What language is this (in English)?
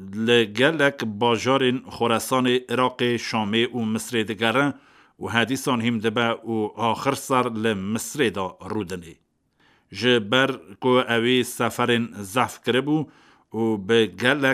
Kurdish